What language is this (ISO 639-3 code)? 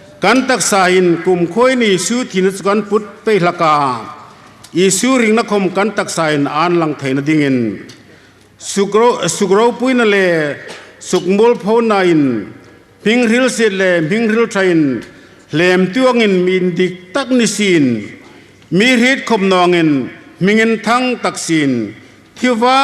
hmr